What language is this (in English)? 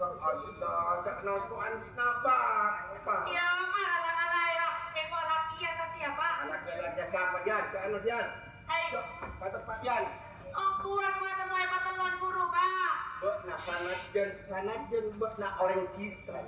Madurese